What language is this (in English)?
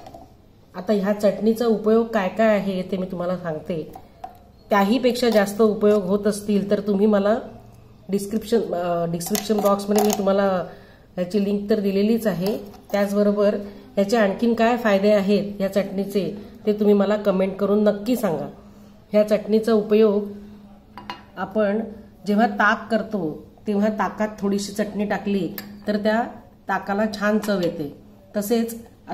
Marathi